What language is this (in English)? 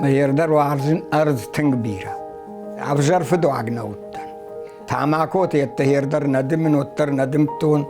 Ossetic